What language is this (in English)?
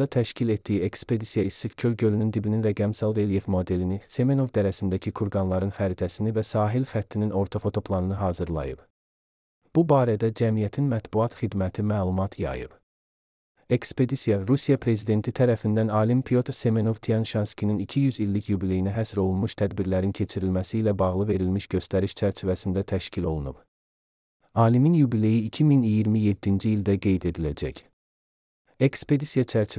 Azerbaijani